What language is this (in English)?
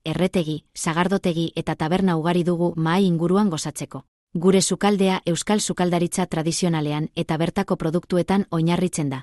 Basque